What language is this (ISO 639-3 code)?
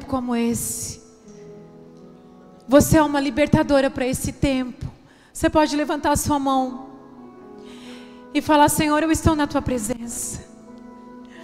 por